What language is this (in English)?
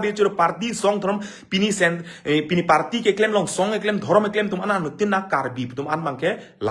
Karbi